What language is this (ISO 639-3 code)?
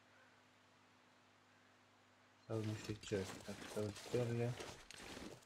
ron